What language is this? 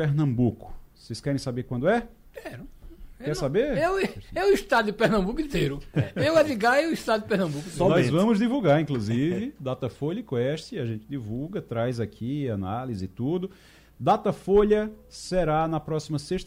Portuguese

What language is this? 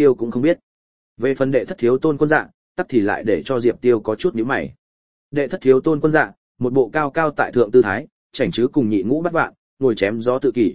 Vietnamese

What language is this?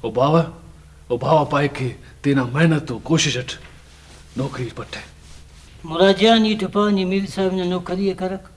Brahui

